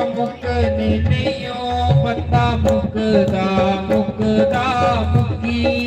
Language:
Dogri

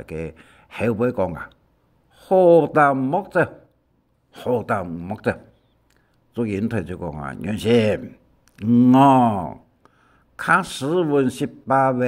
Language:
Hakka Chinese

